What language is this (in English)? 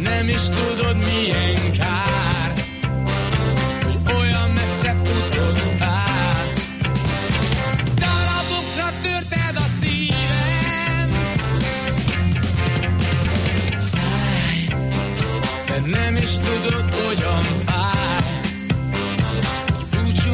Hungarian